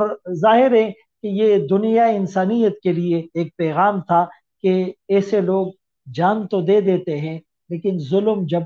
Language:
Urdu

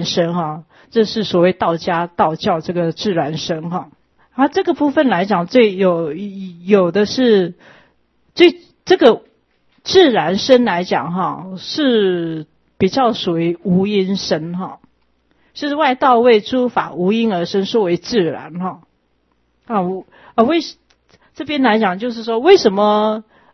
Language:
Chinese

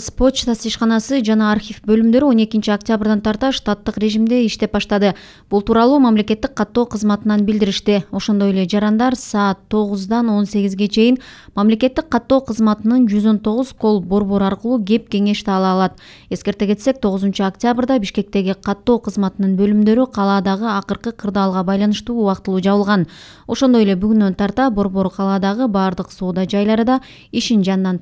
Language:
Kyrgyz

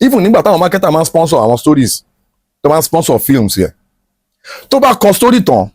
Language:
Yoruba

